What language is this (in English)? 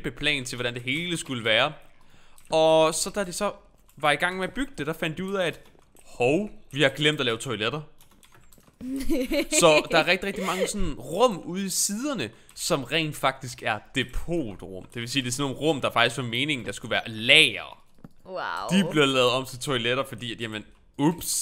Danish